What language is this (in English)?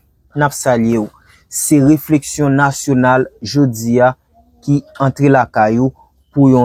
Haitian Creole